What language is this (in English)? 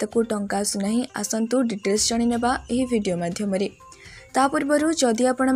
Odia